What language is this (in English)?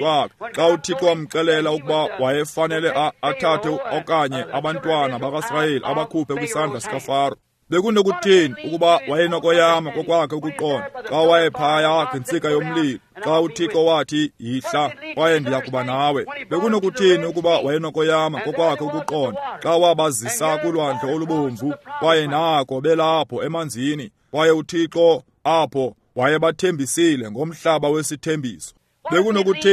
Xhosa